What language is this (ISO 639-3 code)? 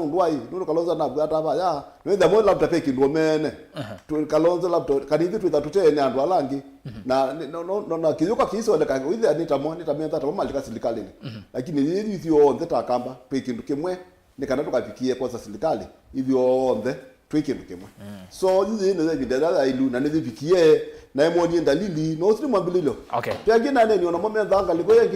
kam